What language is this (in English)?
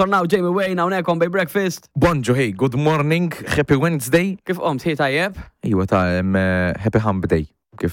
Maltese